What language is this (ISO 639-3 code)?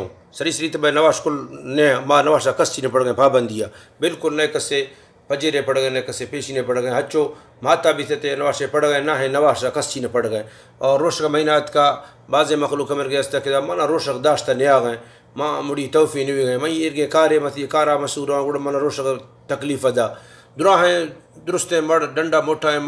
bal